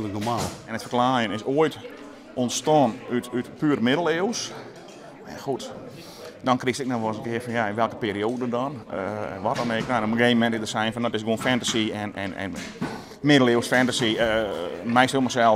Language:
Western Frisian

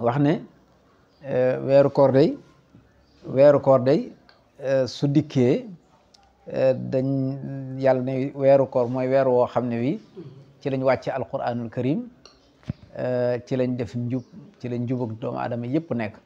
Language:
Wolof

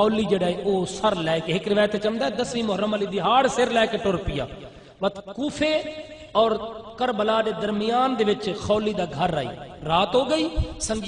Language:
Saraiki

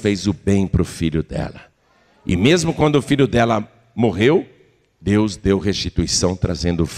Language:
Portuguese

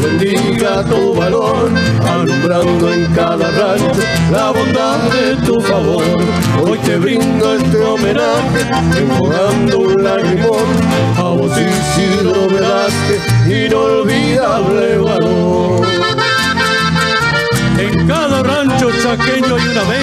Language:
Spanish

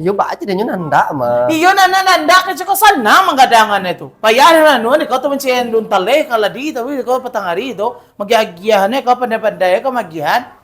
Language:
Minangkabau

